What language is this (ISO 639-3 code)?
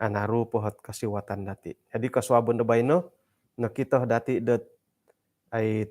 dtp